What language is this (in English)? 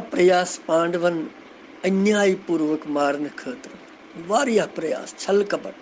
Kashmiri